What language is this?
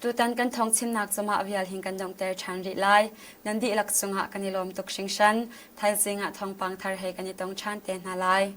Hakha Chin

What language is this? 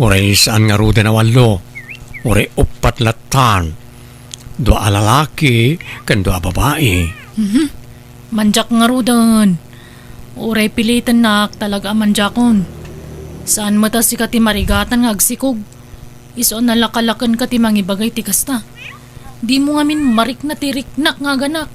Iloko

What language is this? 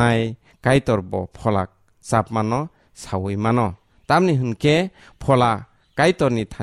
Kok Borok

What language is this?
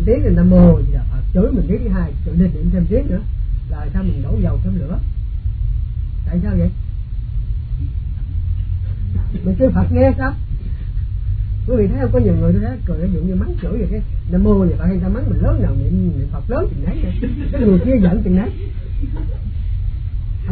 Vietnamese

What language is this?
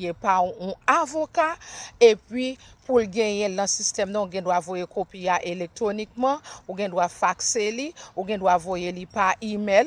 Haitian Creole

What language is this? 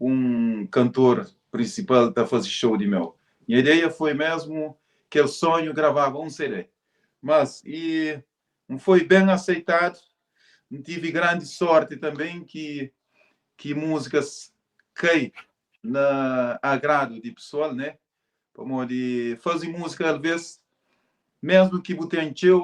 Kabuverdianu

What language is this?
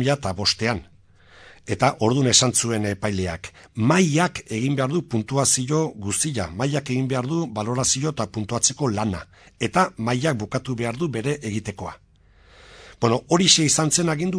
Basque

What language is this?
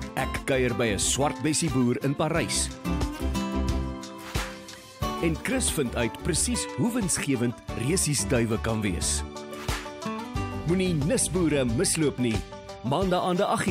Afrikaans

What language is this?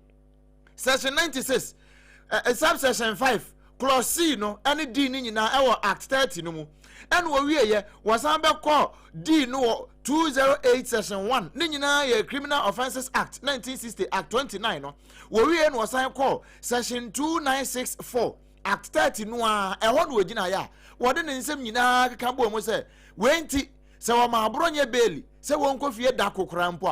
Akan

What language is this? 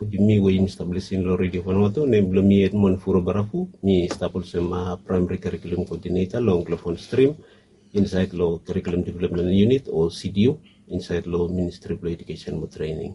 Bislama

